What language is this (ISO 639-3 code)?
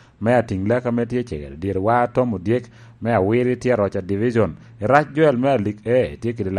laj